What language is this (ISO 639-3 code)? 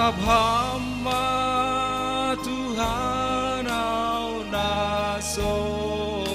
bts